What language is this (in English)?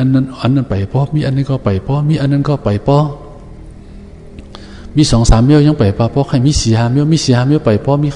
Shan